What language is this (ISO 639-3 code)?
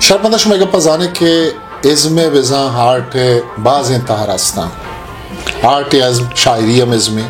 bal